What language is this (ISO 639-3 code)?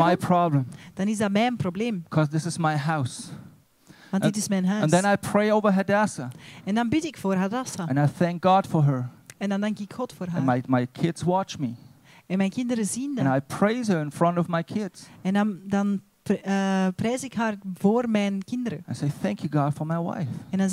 nld